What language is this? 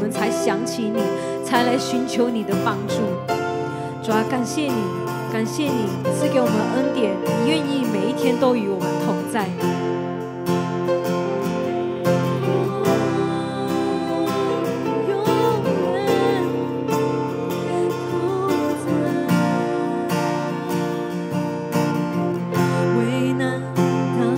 Chinese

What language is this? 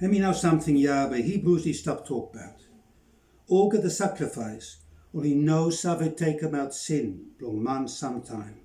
Bislama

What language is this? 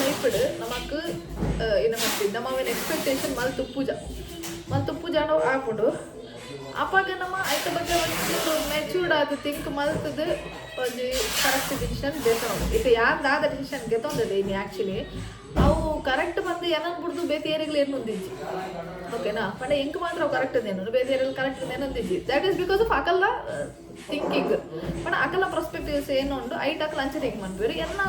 Tulu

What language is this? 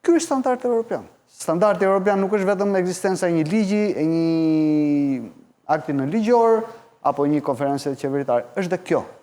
Albanian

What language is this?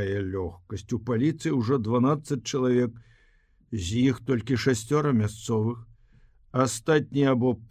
Belarusian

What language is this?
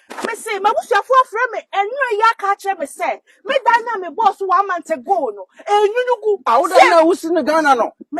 Akan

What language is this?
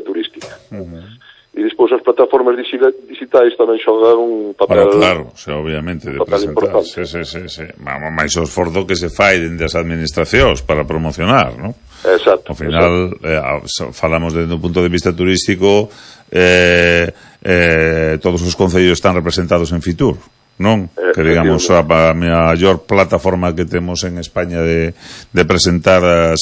Galician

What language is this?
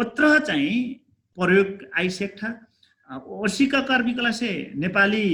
Dangaura Tharu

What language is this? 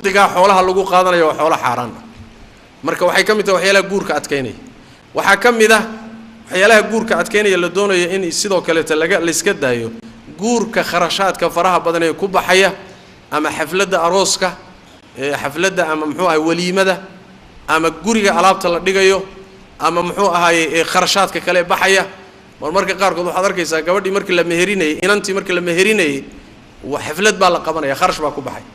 Somali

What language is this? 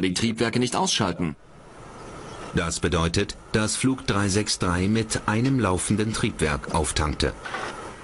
German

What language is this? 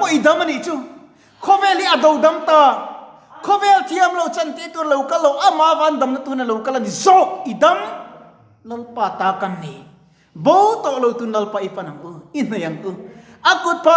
Mizo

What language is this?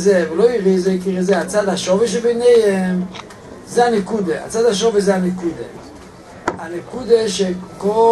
Hebrew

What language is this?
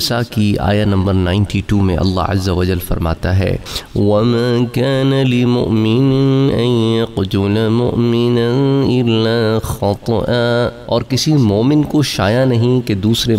Urdu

